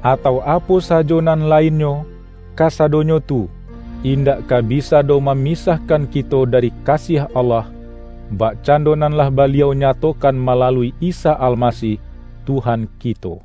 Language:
Minangkabau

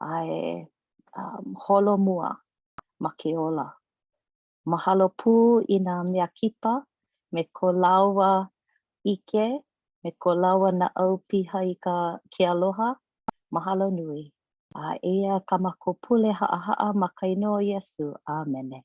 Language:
Hawaiian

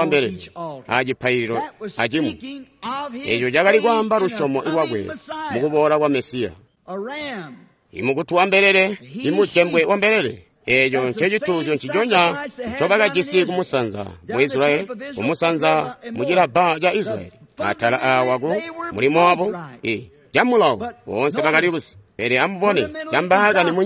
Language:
Tonga (Zambia)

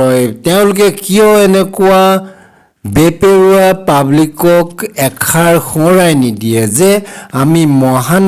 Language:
Assamese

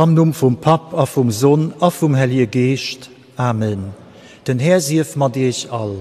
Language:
Luxembourgish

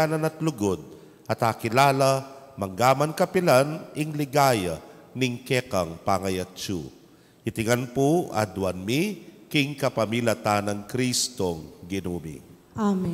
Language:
Pampanga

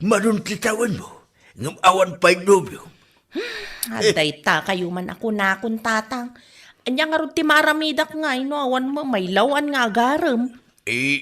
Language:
Iloko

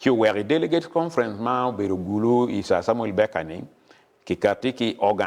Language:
Acoli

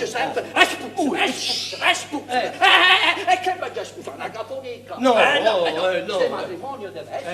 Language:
Neapolitan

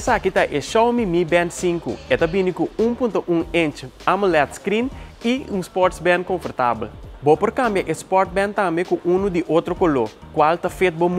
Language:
Papiamento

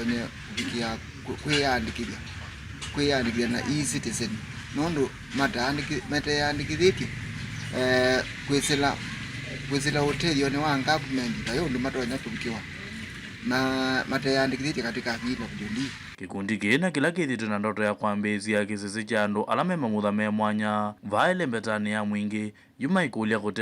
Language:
Kamba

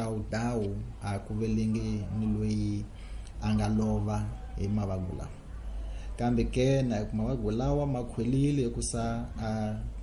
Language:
Tsonga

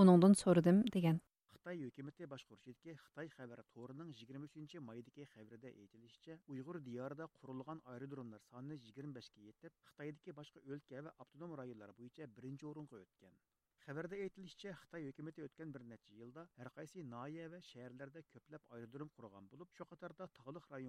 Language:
Uyghur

